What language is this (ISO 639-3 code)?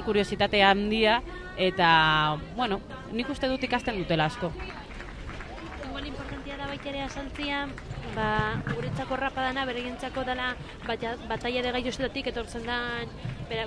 eus